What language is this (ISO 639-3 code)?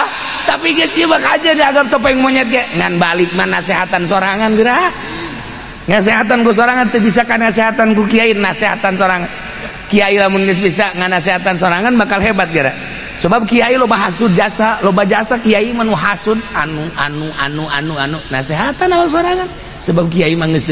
sun